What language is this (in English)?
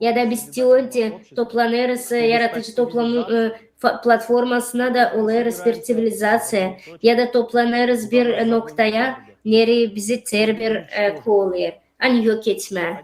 Gagauz